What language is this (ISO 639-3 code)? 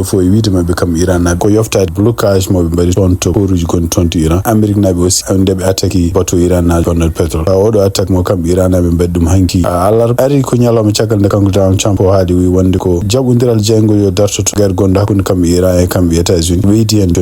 ful